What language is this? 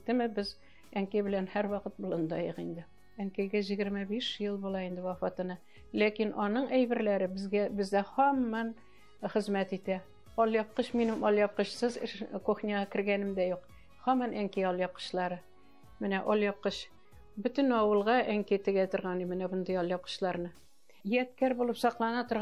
Tatar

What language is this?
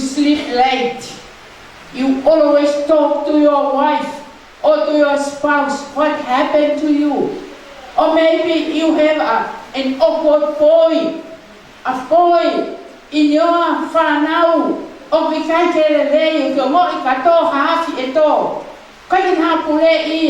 Tongan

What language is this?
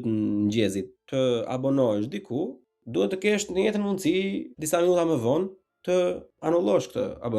Albanian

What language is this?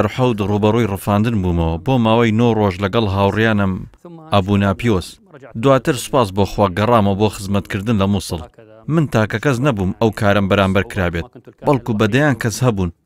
Central Kurdish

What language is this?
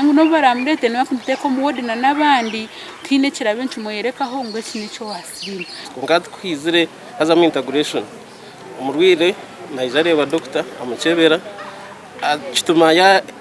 Nyankole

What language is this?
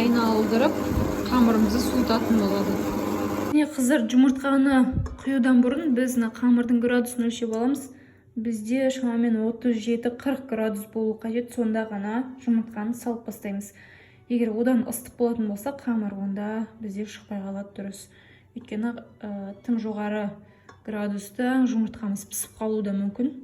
Kazakh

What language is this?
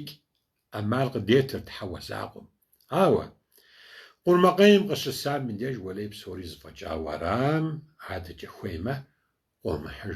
Kabardian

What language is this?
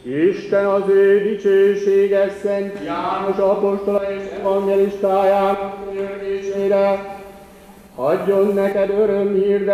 Hungarian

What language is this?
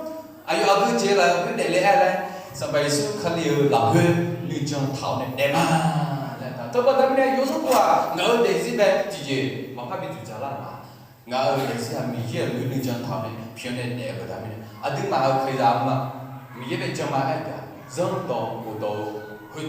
Akha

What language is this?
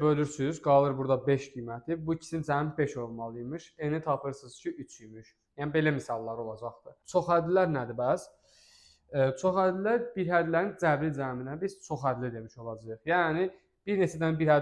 Azerbaijani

